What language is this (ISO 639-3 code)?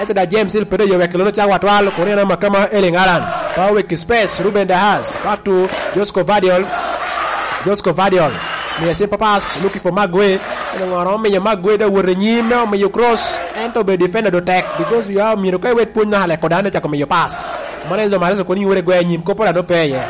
laj